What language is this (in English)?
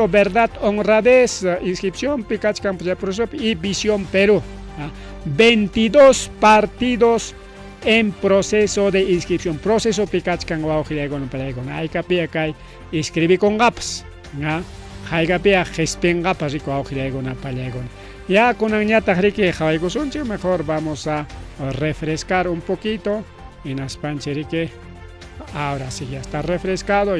Ayacucho Quechua